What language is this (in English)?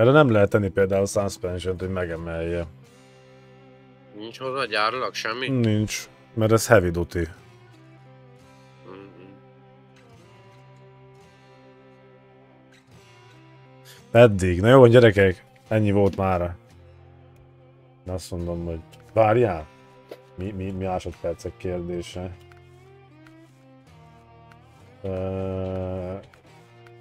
Hungarian